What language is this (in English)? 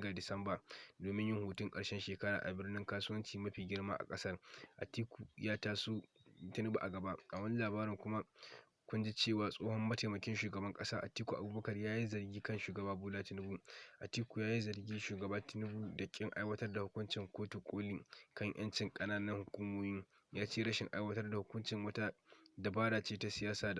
Hausa